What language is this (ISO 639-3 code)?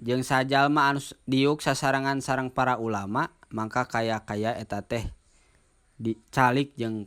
sun